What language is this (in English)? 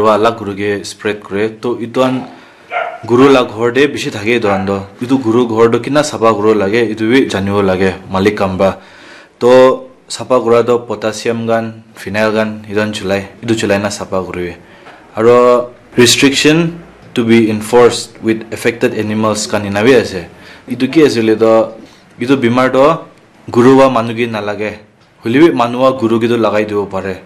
Naga Pidgin